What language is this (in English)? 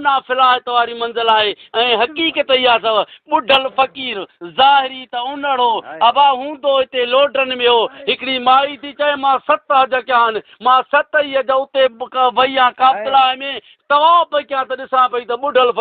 Sindhi